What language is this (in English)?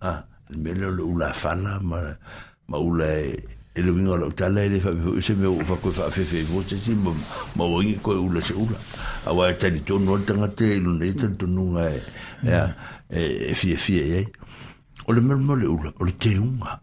Samoan